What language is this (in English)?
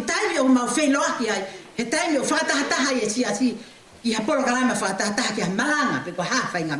Tongan